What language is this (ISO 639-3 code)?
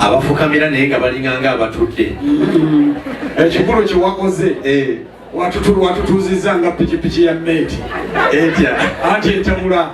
lug